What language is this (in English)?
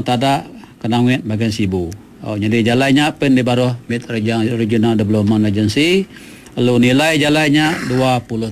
Iban